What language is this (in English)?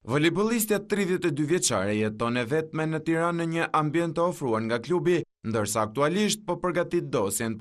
Albanian